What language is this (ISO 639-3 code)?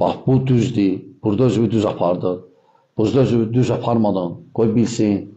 aze